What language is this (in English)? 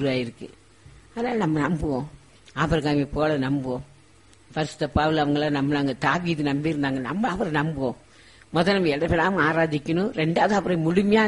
Tamil